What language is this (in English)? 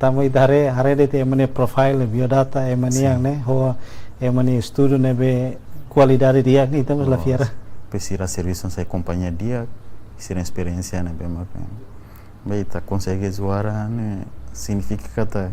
Tetum